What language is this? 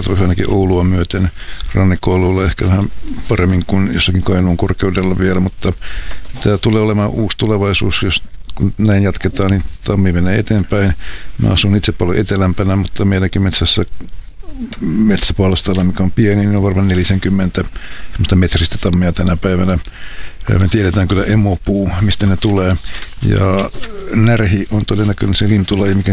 Finnish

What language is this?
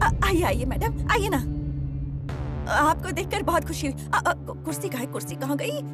Hindi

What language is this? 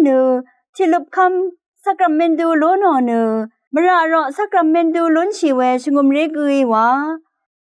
Rawang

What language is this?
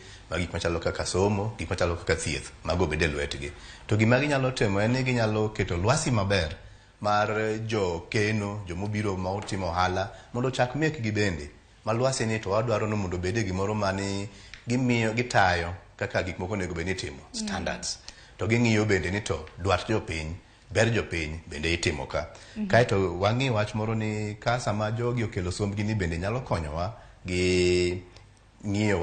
Luo (Kenya and Tanzania)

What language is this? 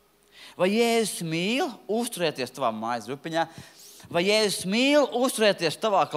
Latvian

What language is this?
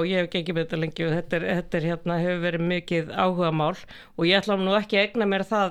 Icelandic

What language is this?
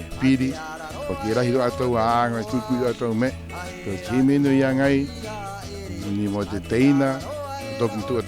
Rapanui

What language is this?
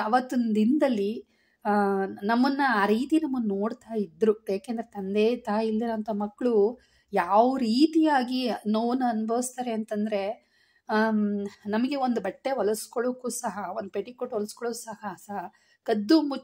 Kannada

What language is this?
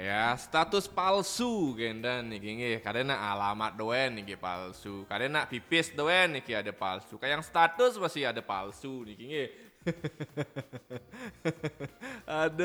Balinese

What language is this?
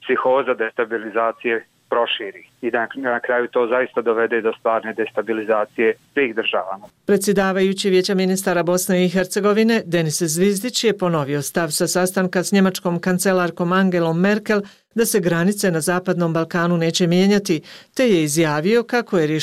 Bosnian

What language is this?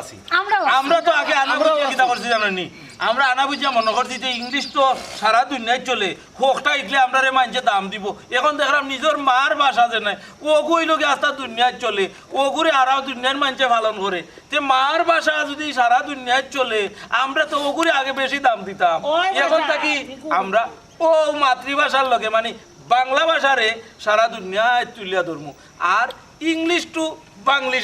Sylheti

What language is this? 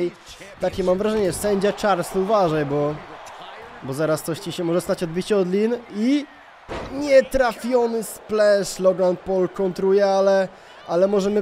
Polish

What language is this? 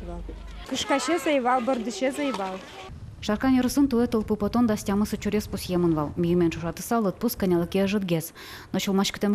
Udmurt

